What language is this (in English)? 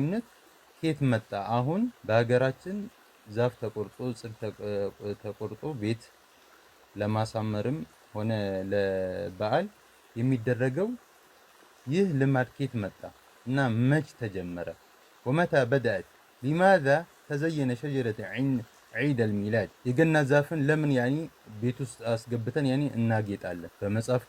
Amharic